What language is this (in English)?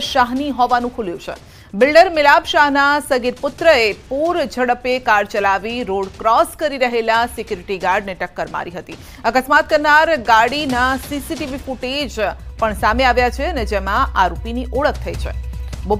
Gujarati